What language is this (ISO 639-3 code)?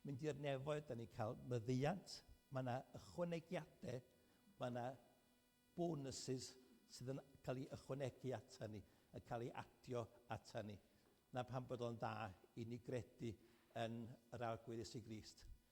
cym